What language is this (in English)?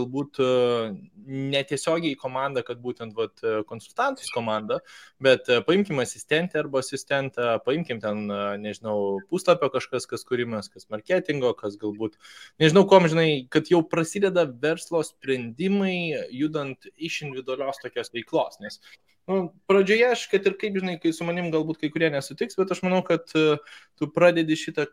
Lithuanian